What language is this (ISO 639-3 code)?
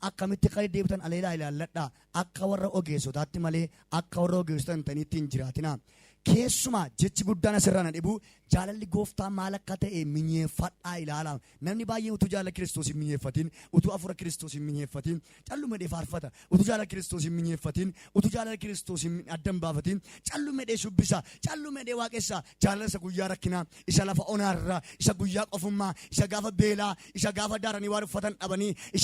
orm